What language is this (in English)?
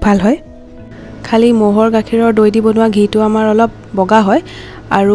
Assamese